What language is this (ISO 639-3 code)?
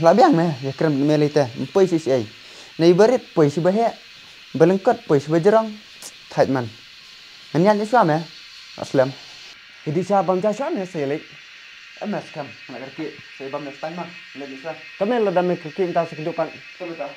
kha